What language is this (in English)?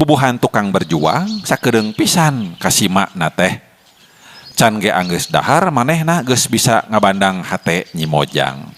Sundanese